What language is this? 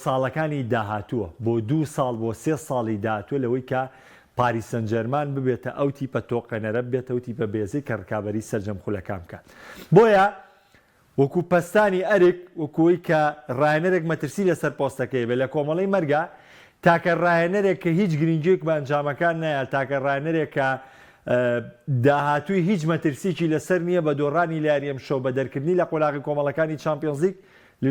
Central Kurdish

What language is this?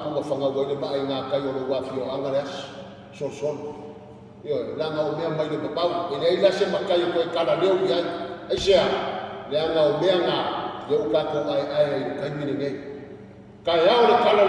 Samoan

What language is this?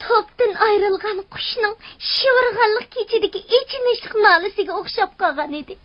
Uyghur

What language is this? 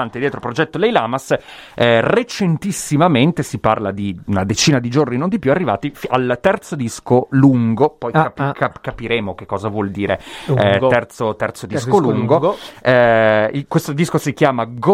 Italian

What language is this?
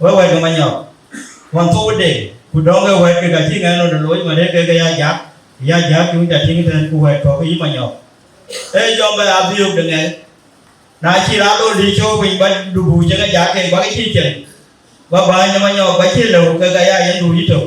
Dinka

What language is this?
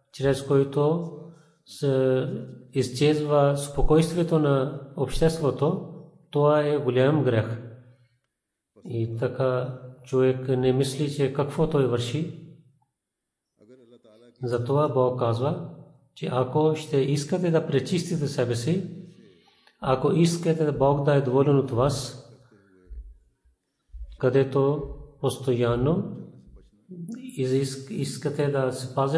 Bulgarian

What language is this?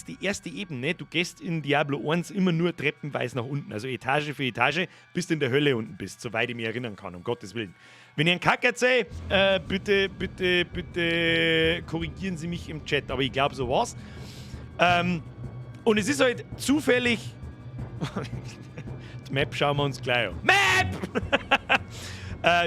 Bavarian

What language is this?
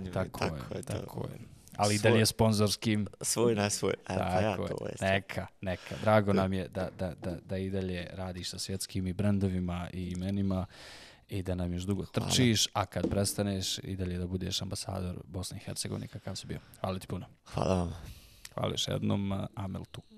Bosnian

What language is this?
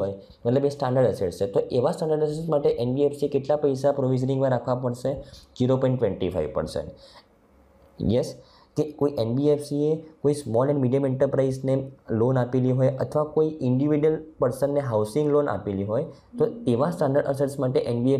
Gujarati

